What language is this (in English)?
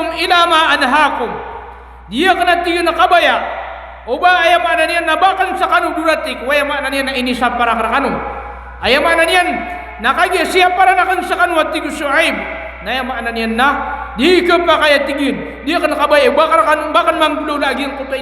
Maranao